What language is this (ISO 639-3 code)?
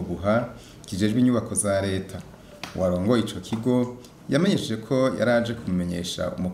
run